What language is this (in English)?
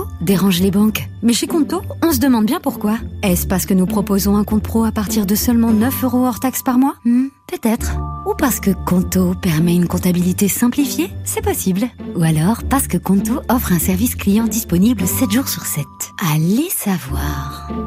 French